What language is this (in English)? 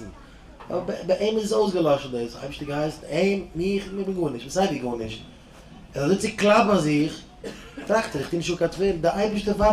Yiddish